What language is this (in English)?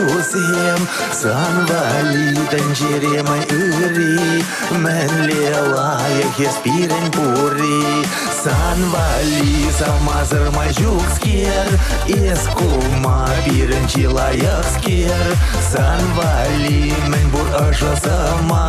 Chuvash